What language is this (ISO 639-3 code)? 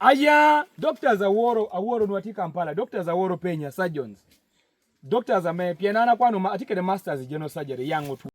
laj